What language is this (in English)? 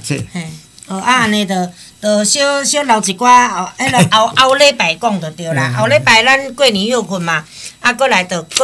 Min Nan Chinese